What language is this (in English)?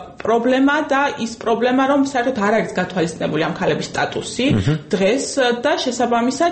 Georgian